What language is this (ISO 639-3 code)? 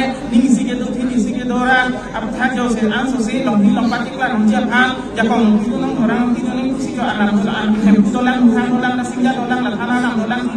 mjw